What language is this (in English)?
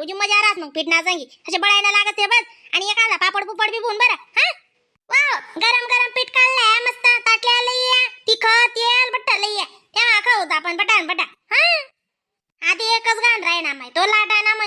Khandesi